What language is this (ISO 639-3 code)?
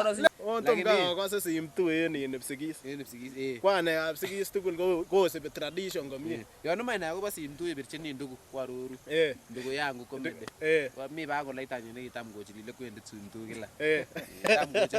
kln